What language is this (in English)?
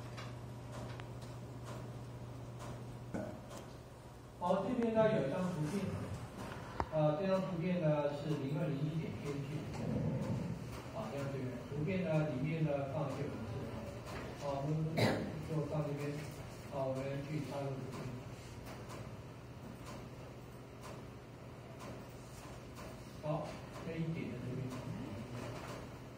Chinese